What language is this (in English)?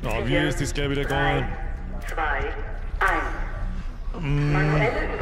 Bavarian